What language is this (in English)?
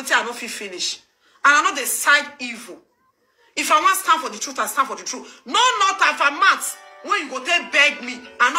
Nigerian Pidgin